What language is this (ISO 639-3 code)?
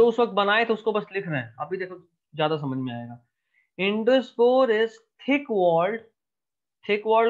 hin